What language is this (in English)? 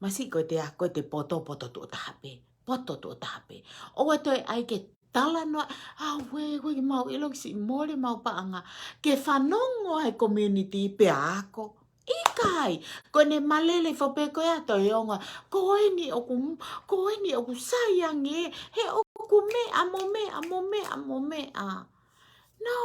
Tongan